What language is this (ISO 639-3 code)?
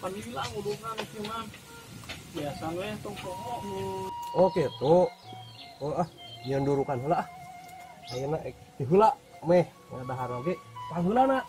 sun